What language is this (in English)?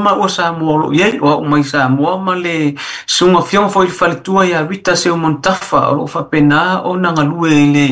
Samoan